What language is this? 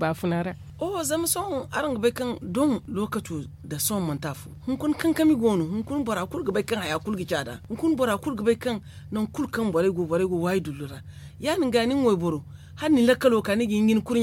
Zarma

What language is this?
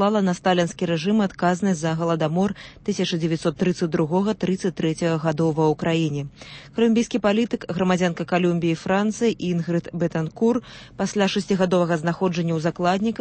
Belarusian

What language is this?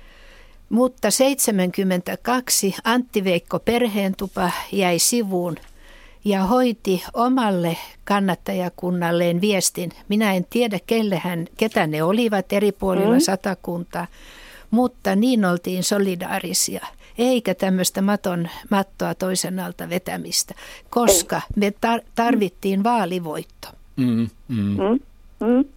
Finnish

